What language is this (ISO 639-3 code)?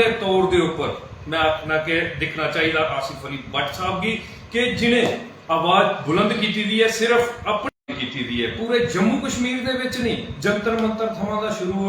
doi